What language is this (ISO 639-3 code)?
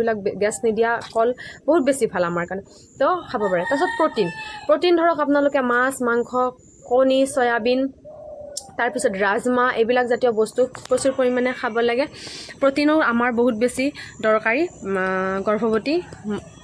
asm